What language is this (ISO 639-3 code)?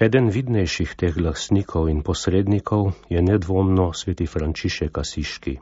slv